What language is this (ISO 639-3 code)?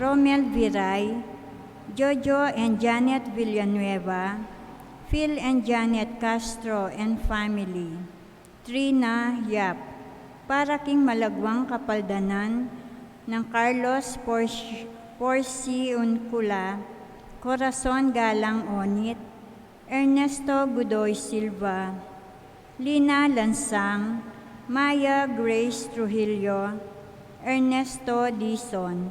pam